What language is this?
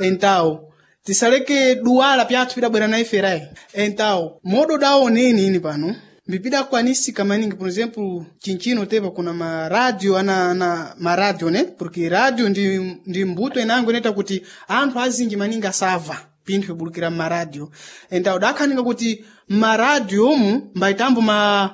Sena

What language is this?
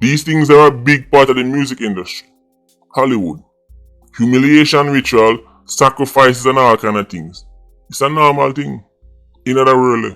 Jamaican Creole English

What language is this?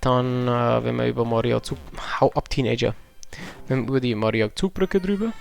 Bavarian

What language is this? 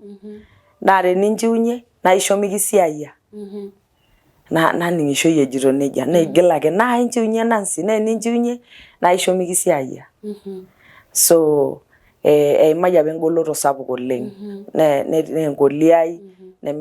Masai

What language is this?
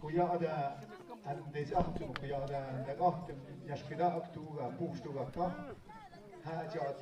Tlahuitoltepec Mixe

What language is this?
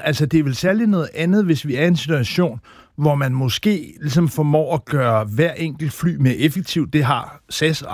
Danish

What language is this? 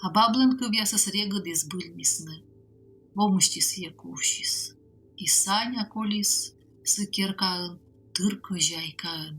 Komi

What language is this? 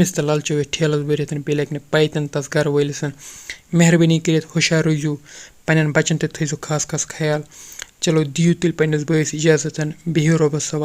Kashmiri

